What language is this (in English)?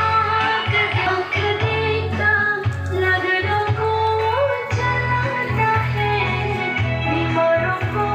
Riang (India)